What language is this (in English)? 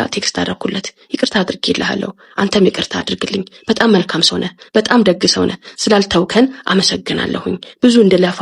Amharic